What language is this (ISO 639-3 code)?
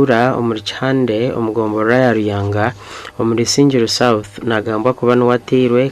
nyn